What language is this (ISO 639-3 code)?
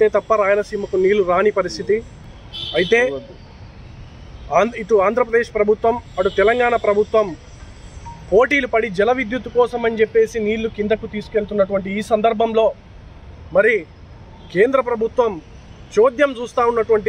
tel